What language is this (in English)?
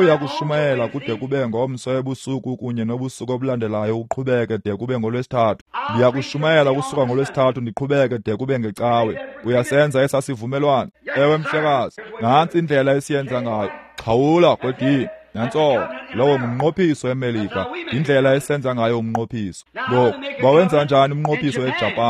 Xhosa